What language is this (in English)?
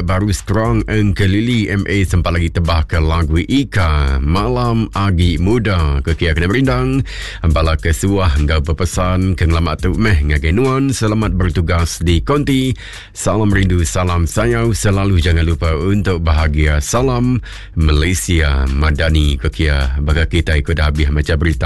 Iban